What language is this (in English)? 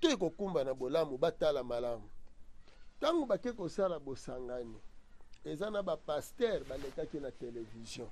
Lingala